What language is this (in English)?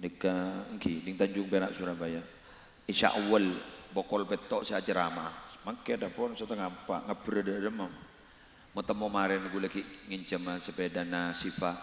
Madurese